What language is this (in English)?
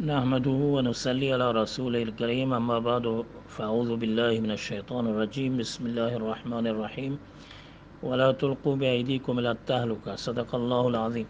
Eastern Balochi